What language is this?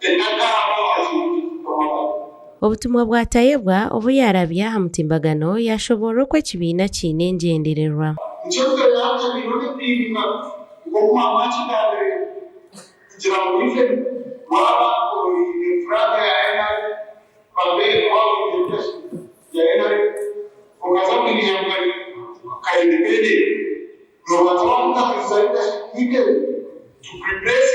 Nyankole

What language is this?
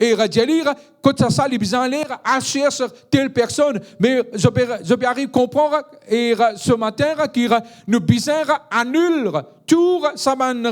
Morisyen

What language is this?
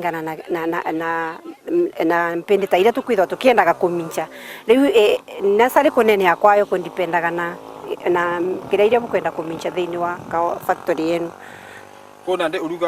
Meru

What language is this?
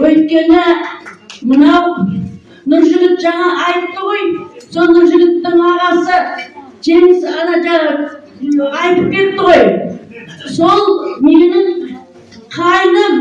Kazakh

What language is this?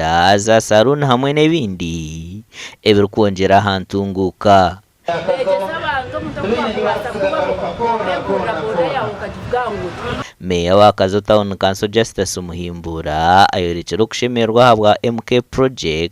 Nyankole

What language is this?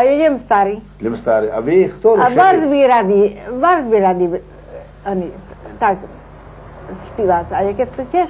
Slovak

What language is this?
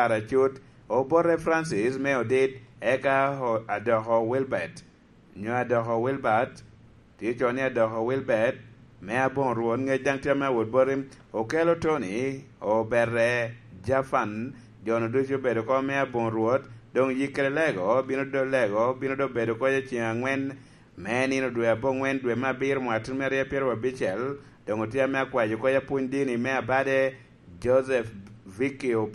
Lango (Uganda)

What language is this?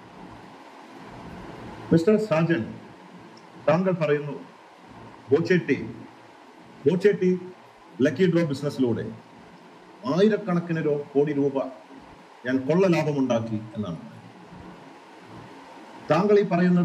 Malayalam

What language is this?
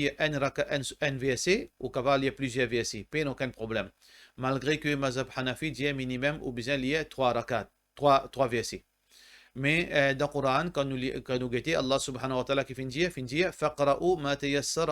Morisyen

